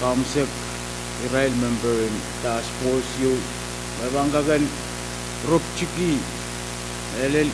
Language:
Pohnpeian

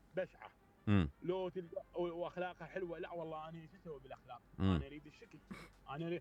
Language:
Mesopotamian Arabic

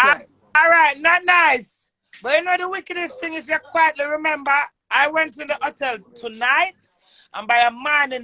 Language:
Jamaican Creole English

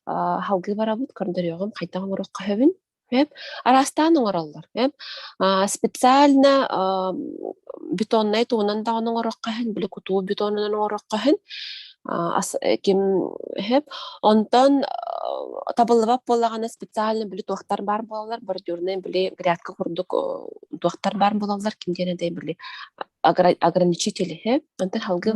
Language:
Yakut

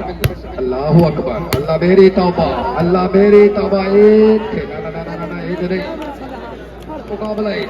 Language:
Saraiki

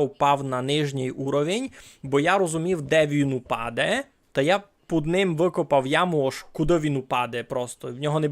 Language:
Rusyn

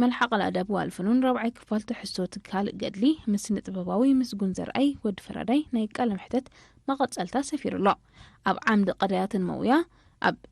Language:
Tigrinya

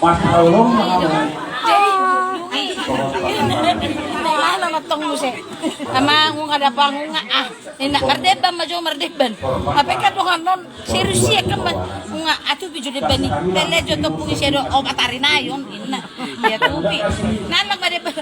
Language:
Batak Toba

